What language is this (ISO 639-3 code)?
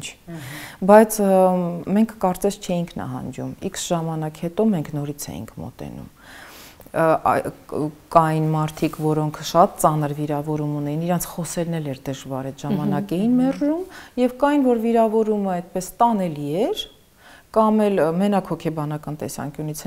hye